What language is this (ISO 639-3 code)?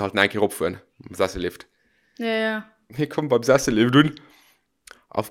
ltz